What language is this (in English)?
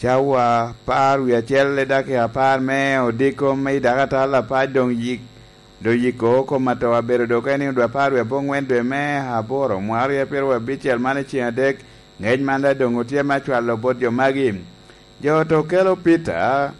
Lango (Uganda)